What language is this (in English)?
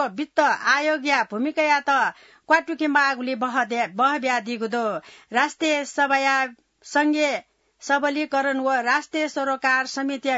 Newari